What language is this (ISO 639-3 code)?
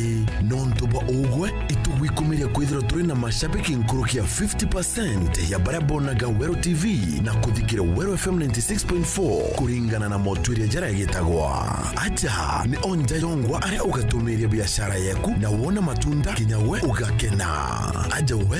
mer